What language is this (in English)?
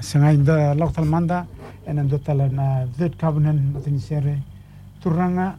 Fijian